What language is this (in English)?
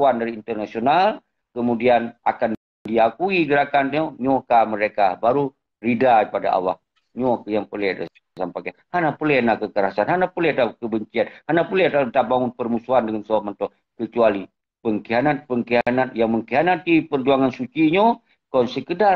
Achinese